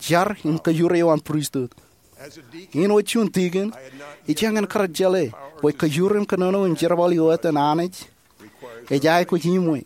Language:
Marshallese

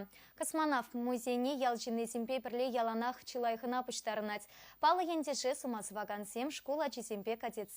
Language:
Chuvash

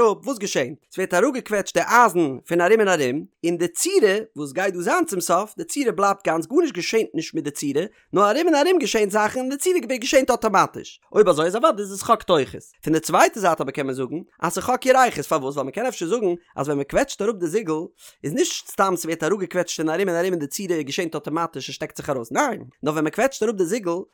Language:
Yiddish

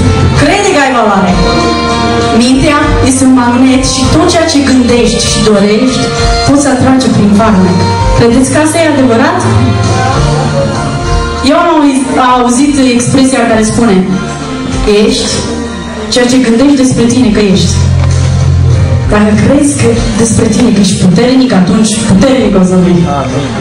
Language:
Romanian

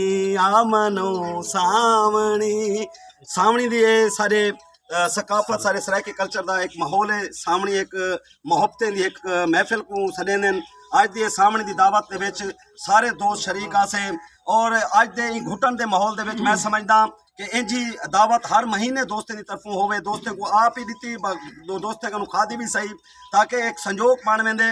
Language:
Saraiki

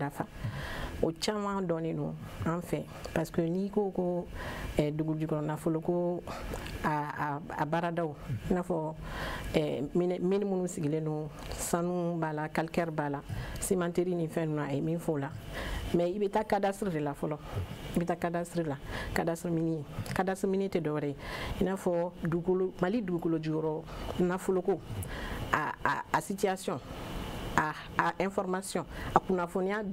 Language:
Bambara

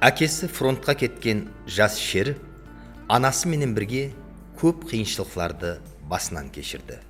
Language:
Kara-Kalpak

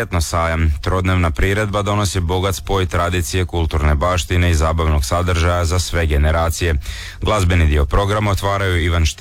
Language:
Croatian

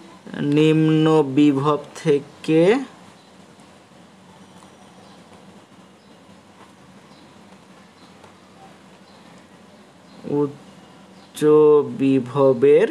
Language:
Bangla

